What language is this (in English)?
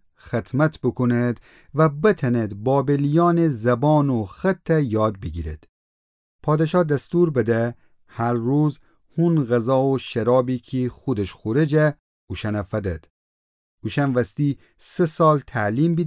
Gilaki